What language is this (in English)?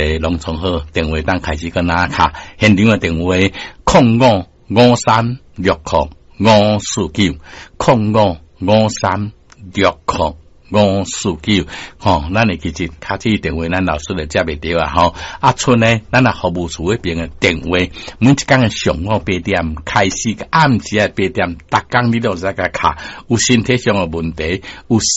Min Nan Chinese